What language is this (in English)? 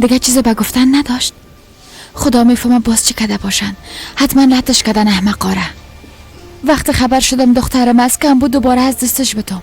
Persian